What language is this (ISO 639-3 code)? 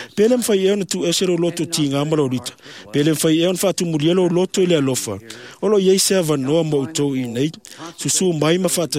smo